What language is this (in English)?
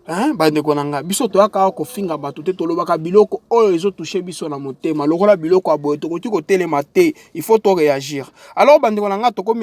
Lingala